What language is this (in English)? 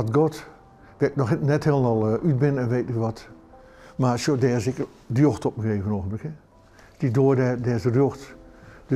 Western Frisian